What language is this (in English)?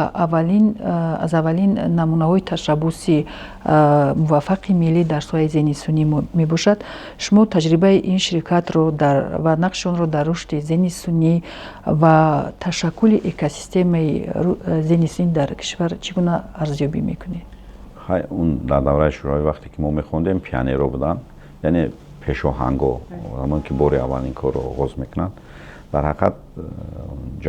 Tajik